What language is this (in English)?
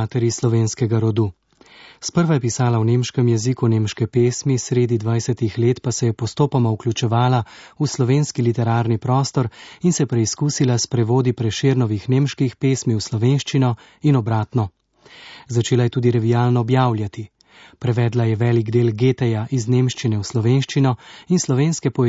Slovenian